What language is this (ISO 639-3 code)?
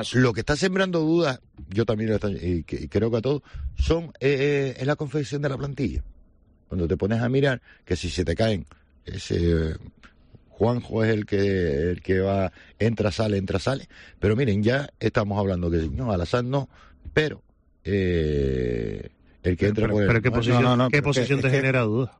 spa